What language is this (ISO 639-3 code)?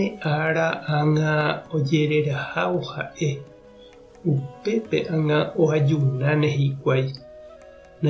grn